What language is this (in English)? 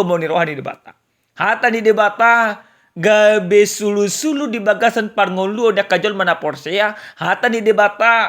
Batak Toba